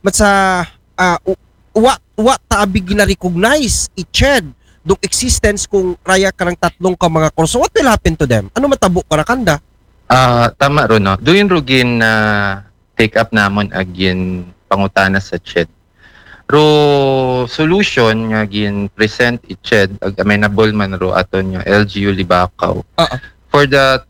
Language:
Aklanon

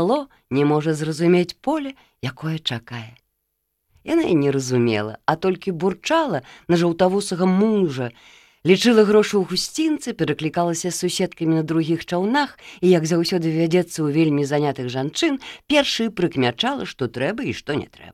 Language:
Belarusian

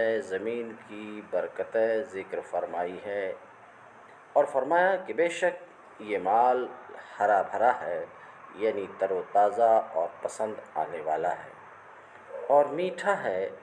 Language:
Urdu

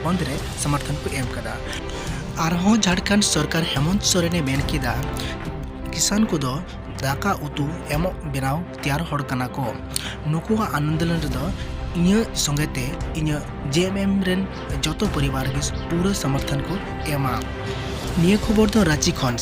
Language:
Santali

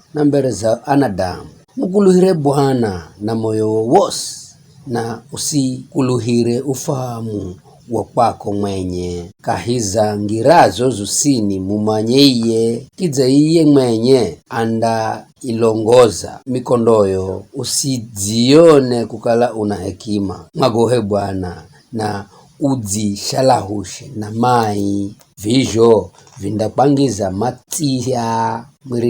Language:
Giryama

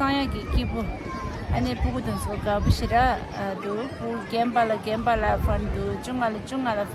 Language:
Tibetan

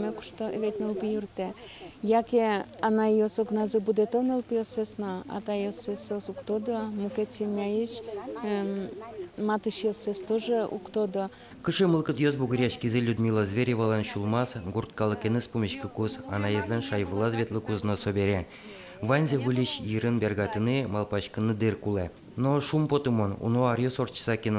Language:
Udmurt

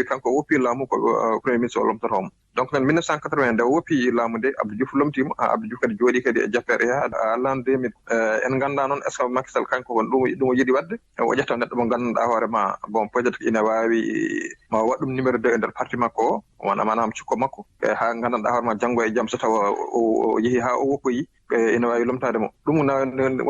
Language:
Fula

